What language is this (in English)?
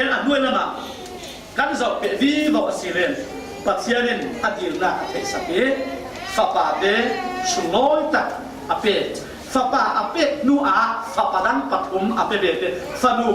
Falam Chin